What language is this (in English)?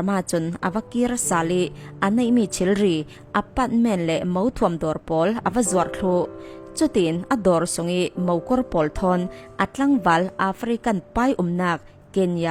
Falam Chin